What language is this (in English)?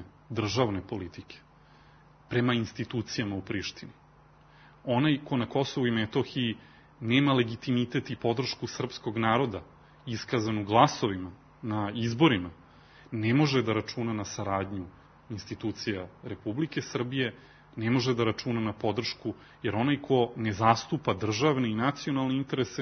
Serbian